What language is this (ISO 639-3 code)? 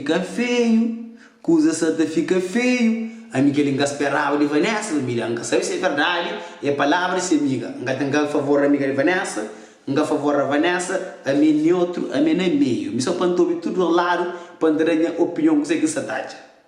kea